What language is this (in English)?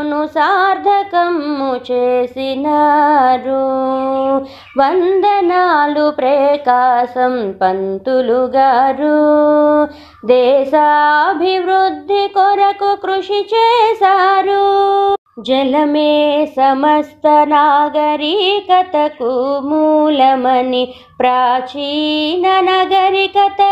Telugu